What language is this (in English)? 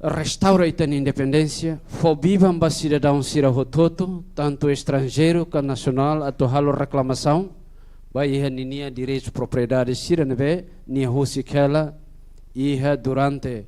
Tetum